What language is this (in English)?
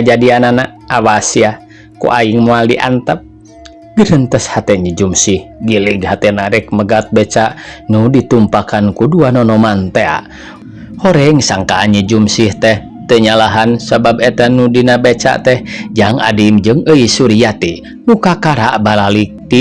Sundanese